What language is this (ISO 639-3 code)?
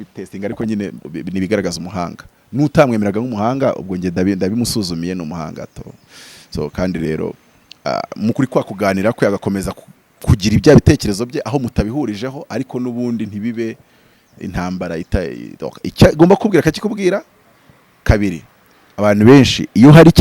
kin